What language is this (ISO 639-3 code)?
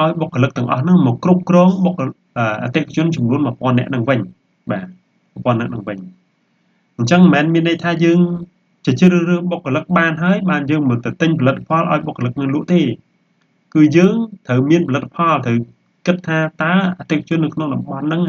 khm